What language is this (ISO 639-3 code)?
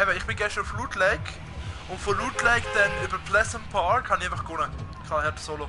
gsw